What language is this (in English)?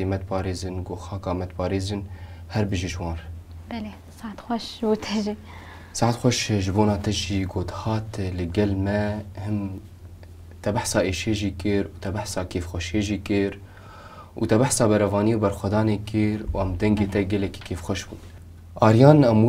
Kurdish